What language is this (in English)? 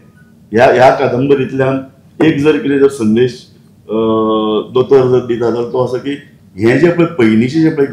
Konkani